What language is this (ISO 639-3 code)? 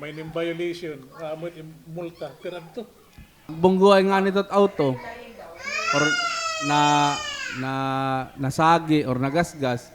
war